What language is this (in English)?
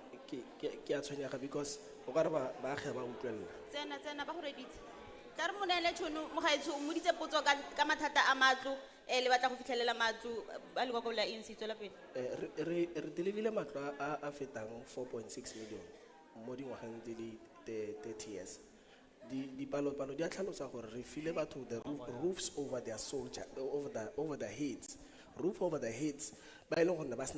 Tswana